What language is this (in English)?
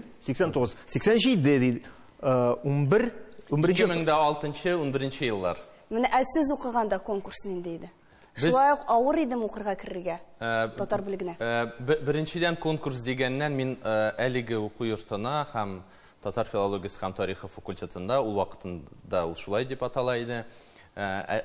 Tatar